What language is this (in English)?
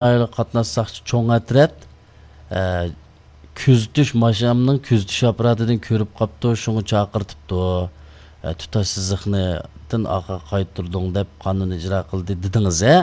Uyghur